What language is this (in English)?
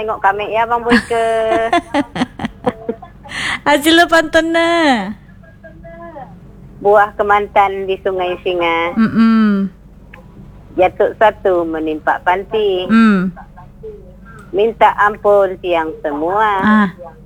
Malay